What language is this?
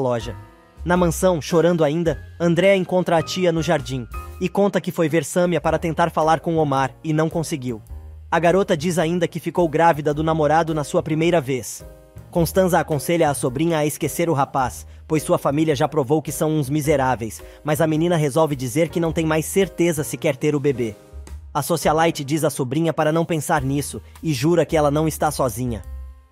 Portuguese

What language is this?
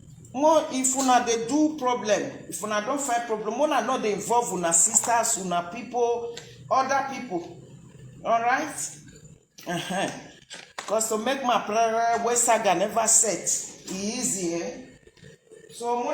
Nigerian Pidgin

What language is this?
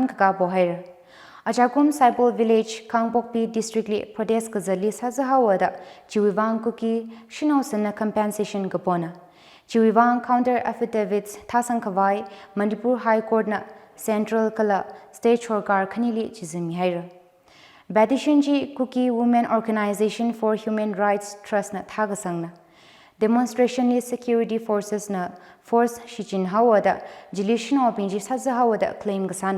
Tangkhul Naga (India)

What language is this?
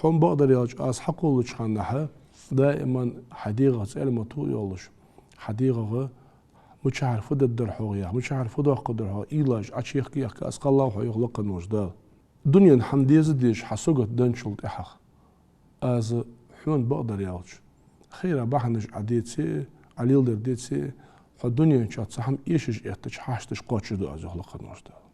Ingush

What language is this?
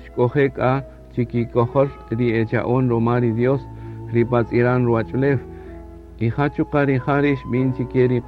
Kaqchikel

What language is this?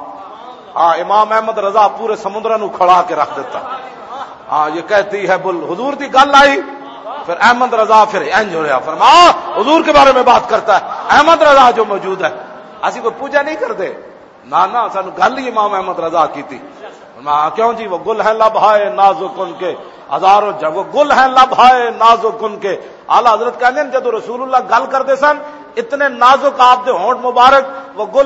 Western Panjabi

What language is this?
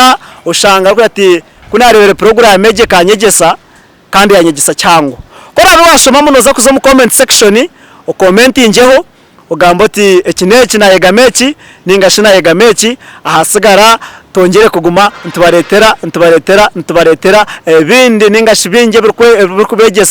Nyankole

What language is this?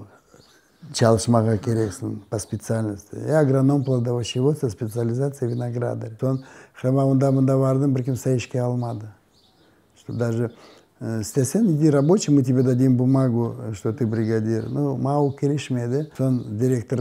Crimean Tatar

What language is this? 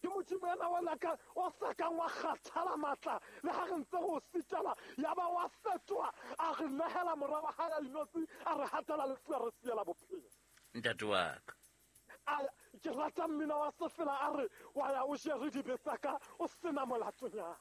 Southern Sotho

